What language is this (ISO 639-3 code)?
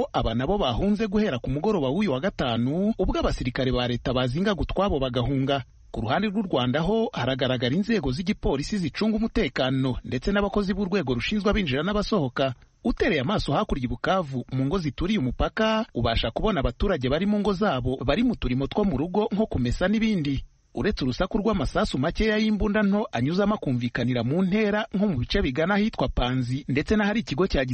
kin